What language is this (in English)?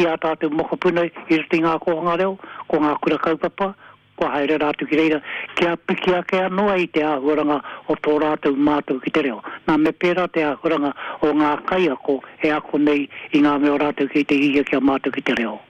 Māori